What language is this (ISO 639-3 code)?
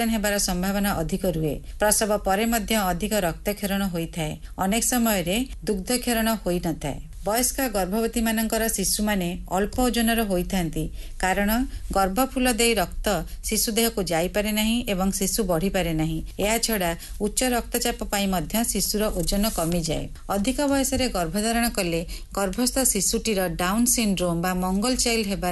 ori